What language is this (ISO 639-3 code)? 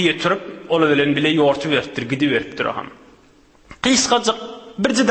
tuk